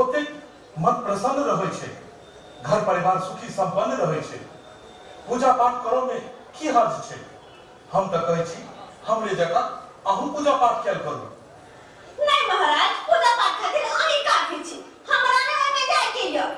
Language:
Maithili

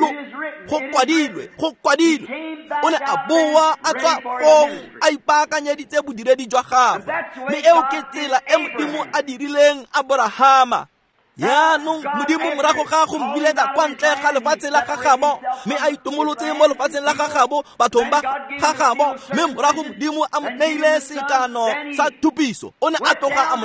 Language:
Tswana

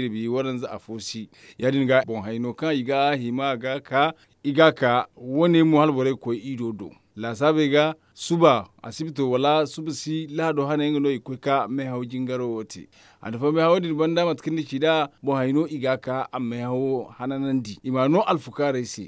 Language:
Zarma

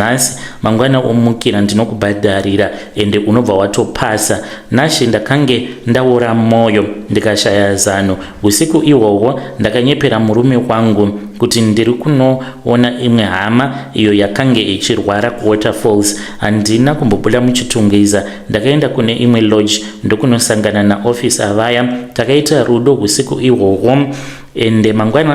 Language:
Shona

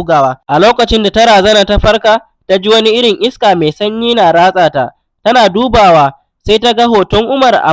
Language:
Hausa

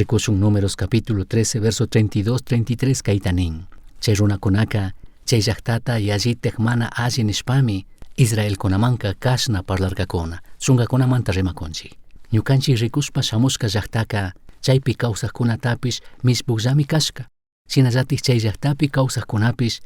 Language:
Chimborazo Highland Quichua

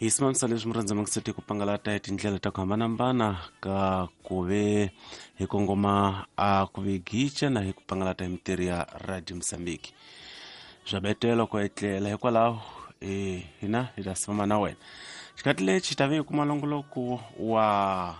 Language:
Tsonga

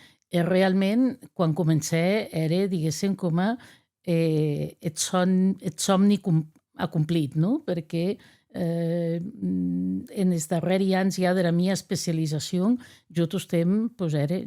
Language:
Occitan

